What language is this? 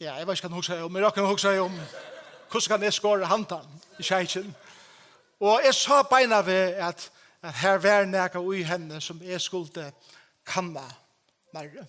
Faroese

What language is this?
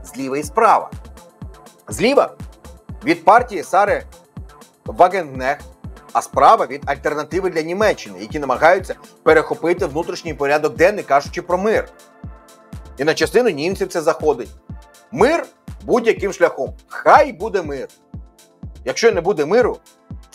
Ukrainian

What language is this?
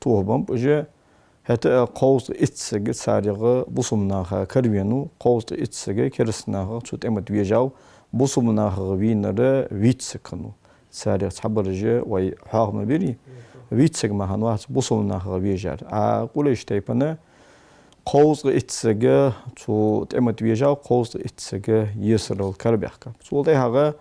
Ingush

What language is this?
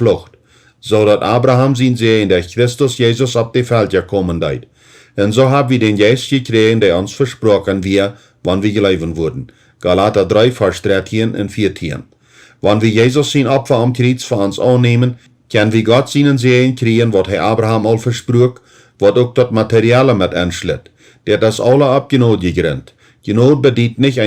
Plautdietsch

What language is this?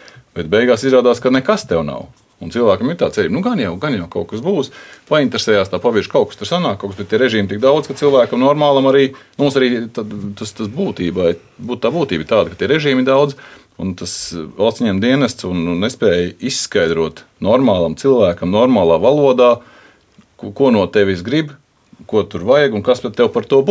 Latvian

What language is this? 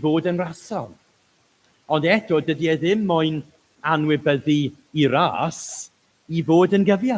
Welsh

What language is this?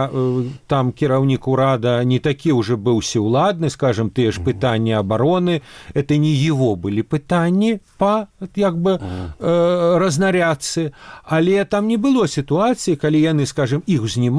Belarusian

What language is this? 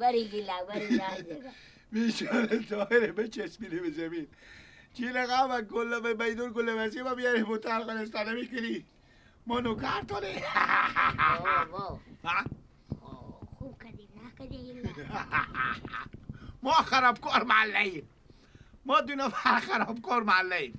Persian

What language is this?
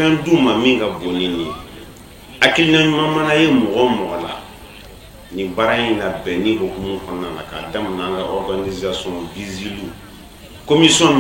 Bambara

